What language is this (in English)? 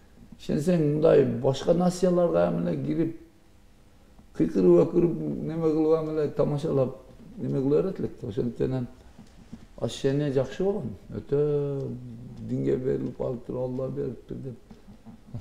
Kyrgyz